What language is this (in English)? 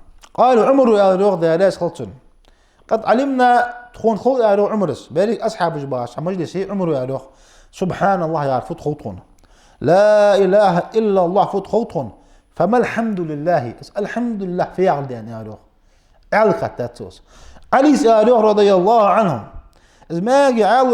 Ingush